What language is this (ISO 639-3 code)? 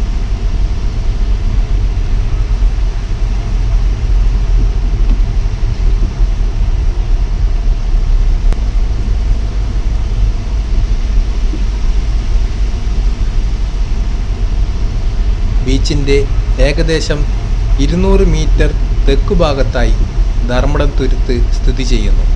mal